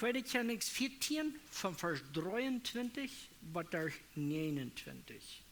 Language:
Plautdietsch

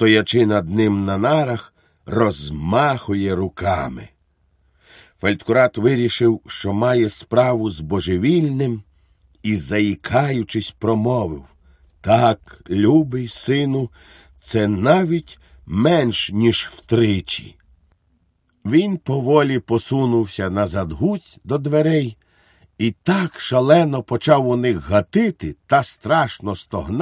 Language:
Ukrainian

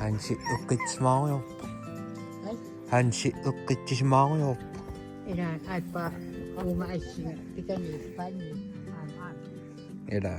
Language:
Kalaallisut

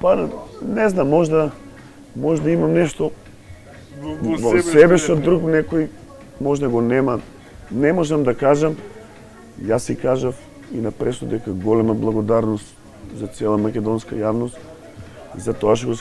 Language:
Macedonian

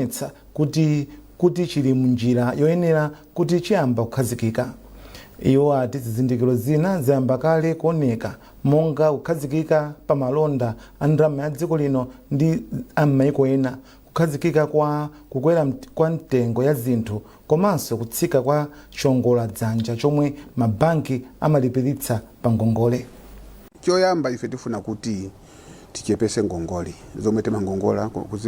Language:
Nyanja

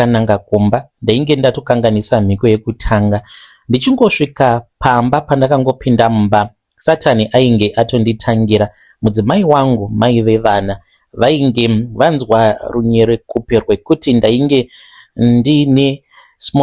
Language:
Shona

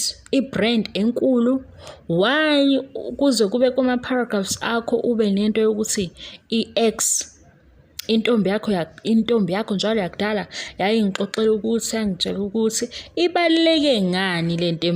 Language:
Zulu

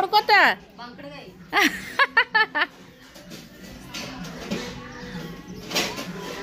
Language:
Kannada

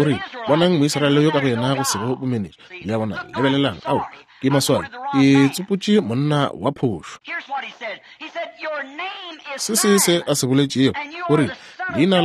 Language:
Northern Sotho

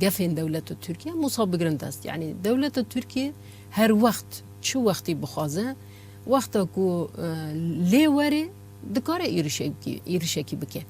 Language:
Kurdish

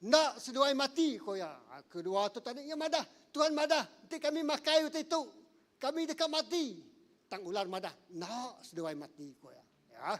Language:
Iban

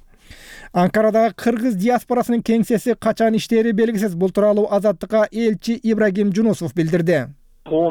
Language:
Kyrgyz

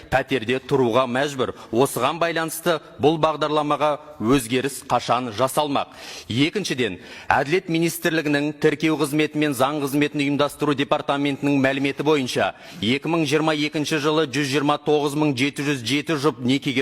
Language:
Kazakh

